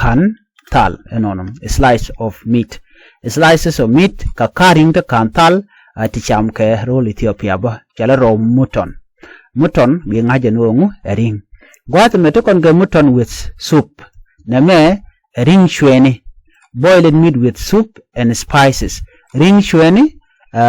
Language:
Nuer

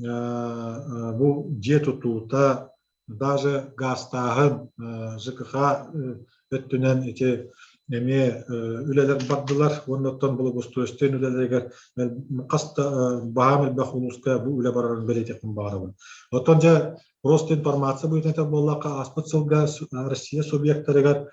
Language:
Yakut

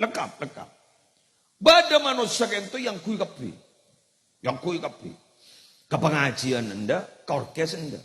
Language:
Madurese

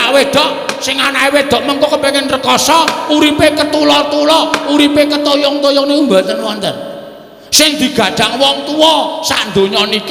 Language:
Javanese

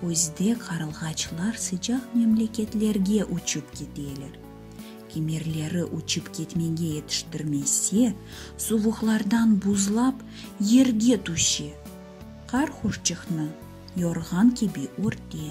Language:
Crimean Tatar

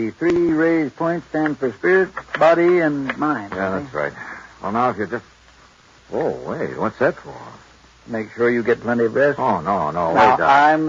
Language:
English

